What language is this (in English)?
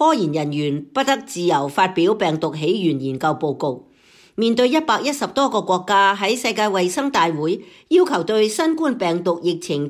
Cantonese